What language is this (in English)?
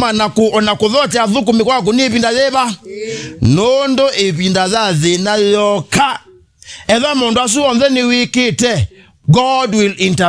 Kamba